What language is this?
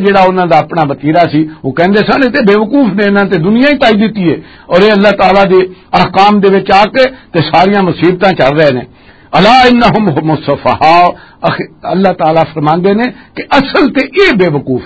Western Panjabi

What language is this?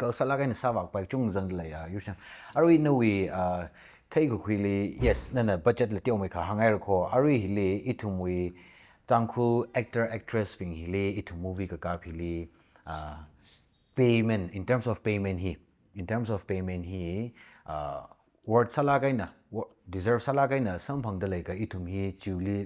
Tangkhul Naga (India)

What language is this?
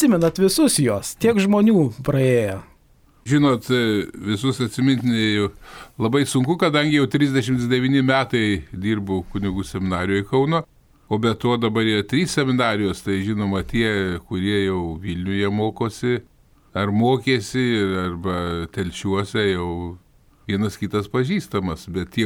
Lithuanian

